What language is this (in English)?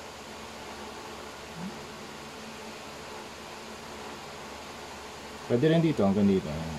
Filipino